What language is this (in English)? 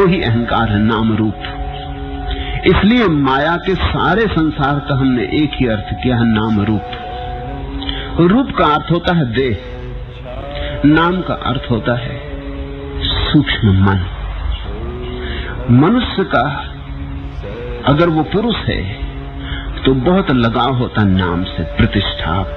Hindi